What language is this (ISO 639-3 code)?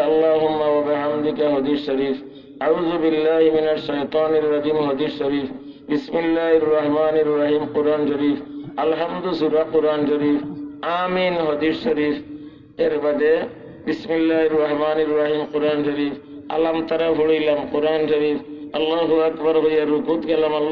syl